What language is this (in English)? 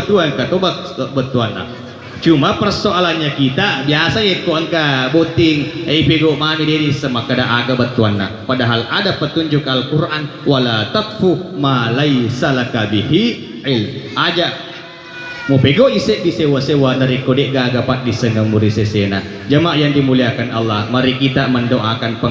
Buginese